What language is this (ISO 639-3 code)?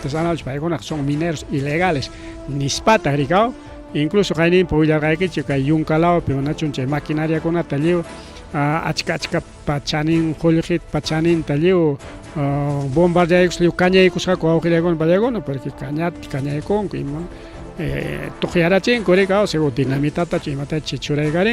quy